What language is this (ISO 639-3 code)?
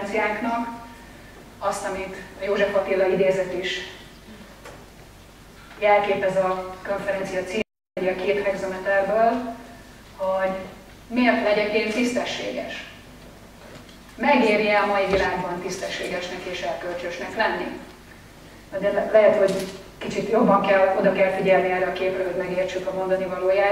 hun